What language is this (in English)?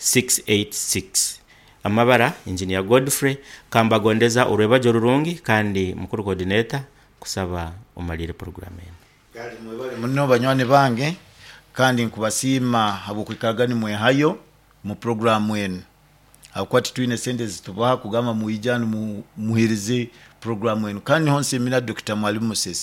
Nyoro